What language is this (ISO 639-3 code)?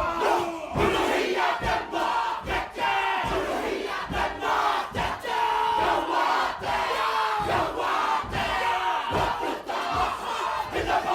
mri